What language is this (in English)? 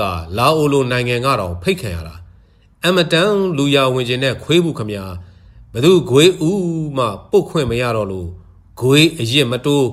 Burmese